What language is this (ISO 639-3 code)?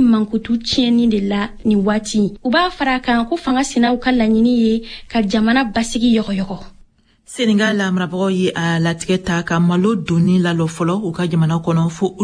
bam